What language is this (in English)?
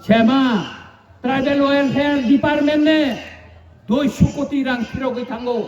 Kok Borok